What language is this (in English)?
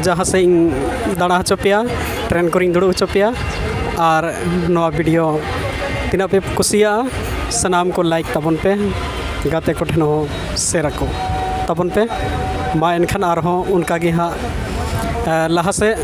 Santali